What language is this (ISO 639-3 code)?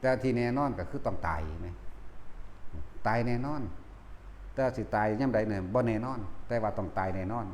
tts